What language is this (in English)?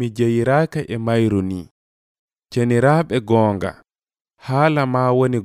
Nigerian Fulfulde